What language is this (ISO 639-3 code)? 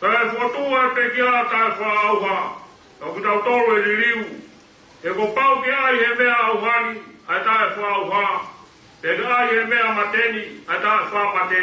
ton